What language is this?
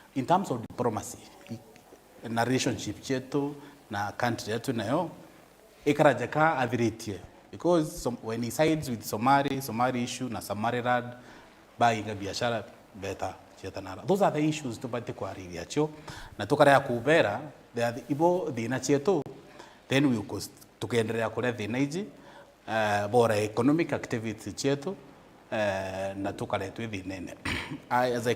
Meru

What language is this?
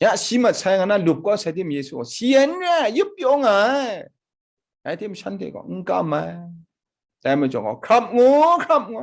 Kachin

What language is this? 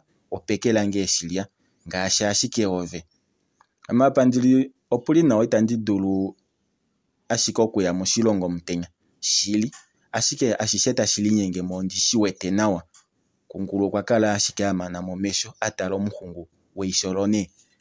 Kuanyama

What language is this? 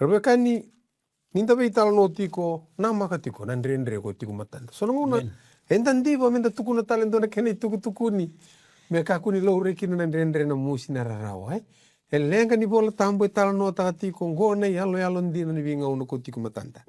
Fijian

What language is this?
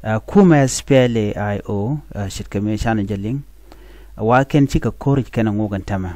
Nuer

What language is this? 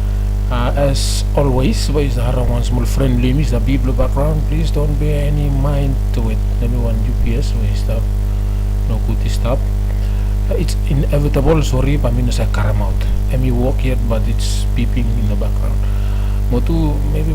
Bislama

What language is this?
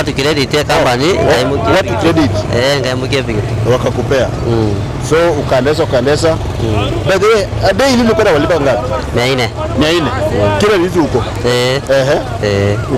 Gusii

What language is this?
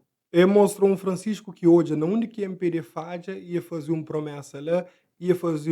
Kabuverdianu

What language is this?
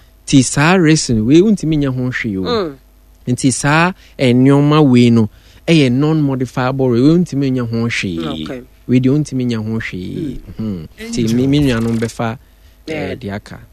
Akan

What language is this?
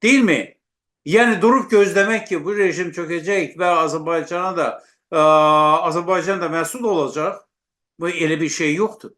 South Azerbaijani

